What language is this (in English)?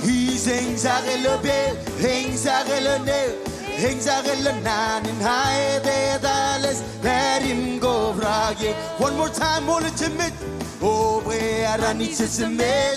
Marshallese